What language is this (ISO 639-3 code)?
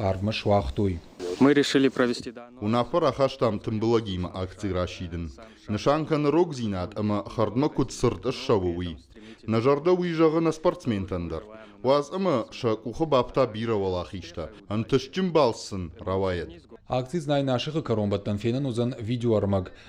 oss